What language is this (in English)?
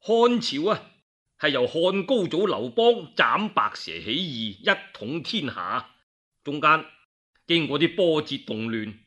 Cantonese